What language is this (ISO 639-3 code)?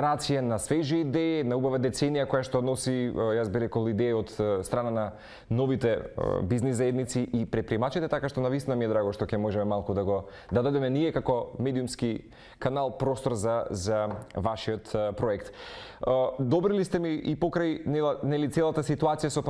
mkd